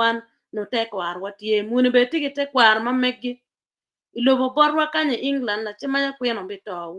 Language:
Acoli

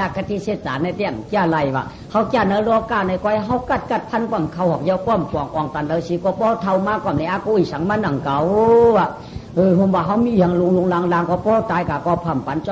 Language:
Shan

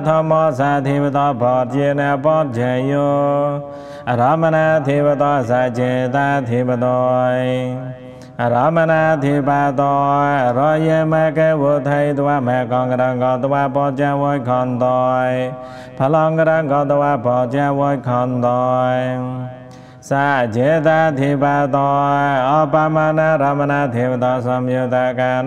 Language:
Pali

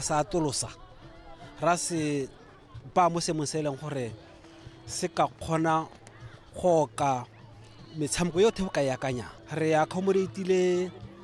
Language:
Tswana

